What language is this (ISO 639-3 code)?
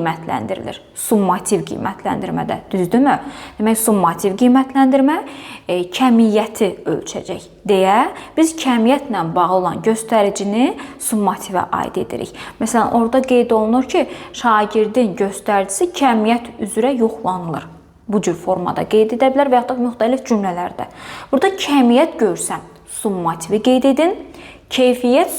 aze